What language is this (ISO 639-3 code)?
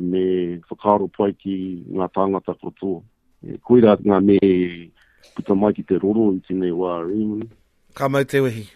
mri